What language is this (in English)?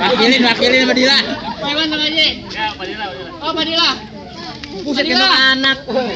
Betawi